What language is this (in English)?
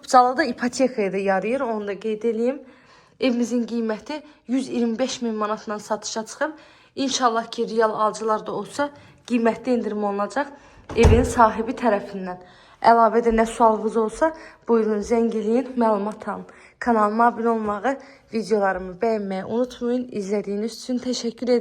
Azerbaijani